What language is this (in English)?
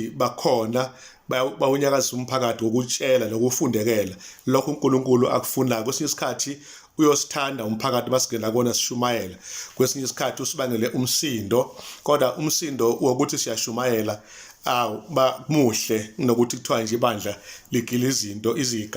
Zulu